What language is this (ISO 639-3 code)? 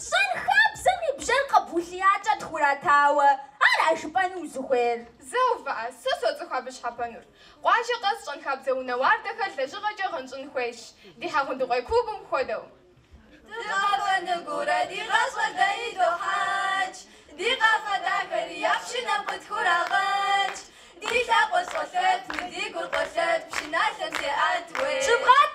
kbd